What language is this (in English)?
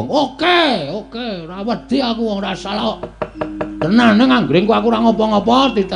Javanese